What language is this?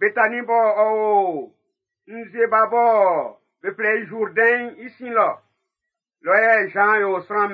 Baoulé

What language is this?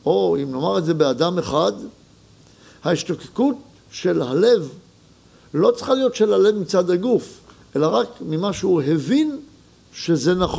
Hebrew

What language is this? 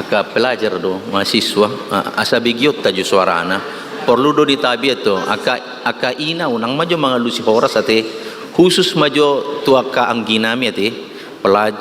Batak Toba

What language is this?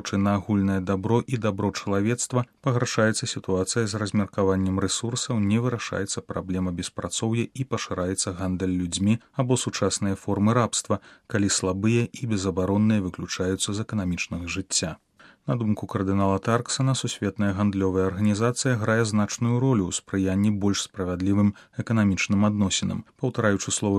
Belarusian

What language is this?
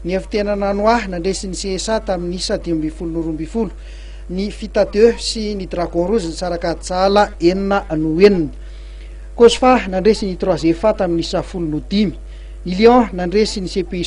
Malagasy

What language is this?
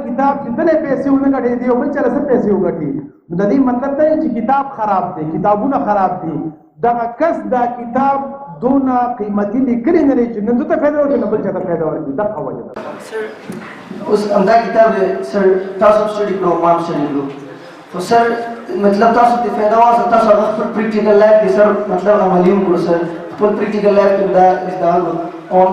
Pashto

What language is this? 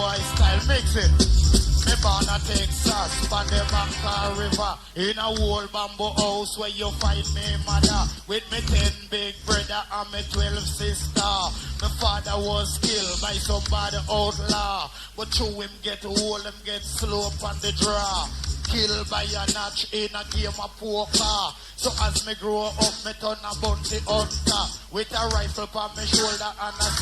Jamaican Creole English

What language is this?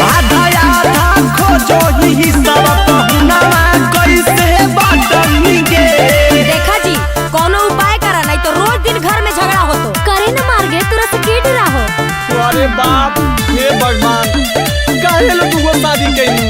Magahi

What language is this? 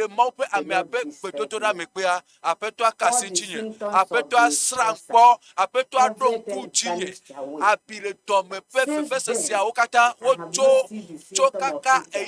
Ewe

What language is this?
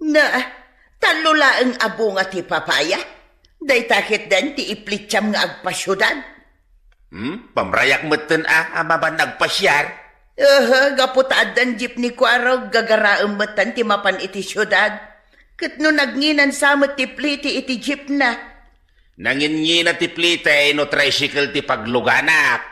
Iloko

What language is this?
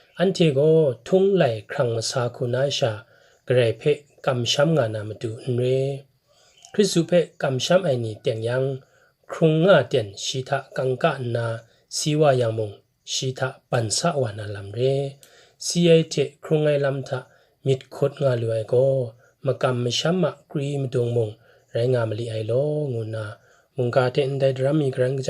Kachin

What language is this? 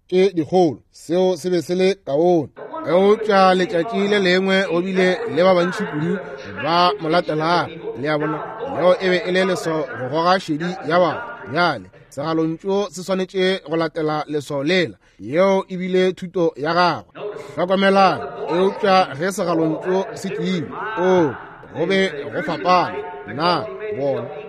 Northern Sotho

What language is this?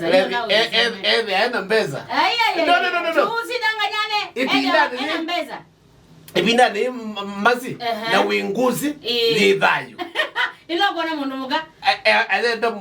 Kamba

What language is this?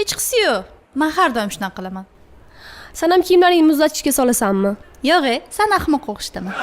Uzbek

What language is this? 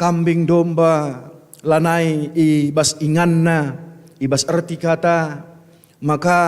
Batak Karo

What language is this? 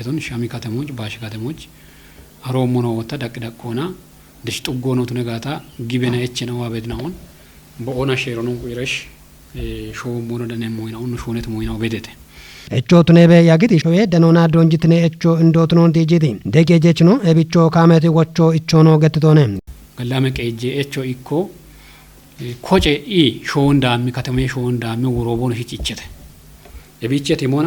Kafa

